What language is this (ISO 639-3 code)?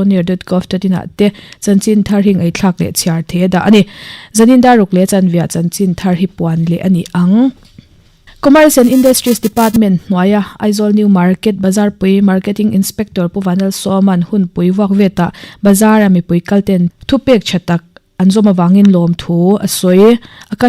lus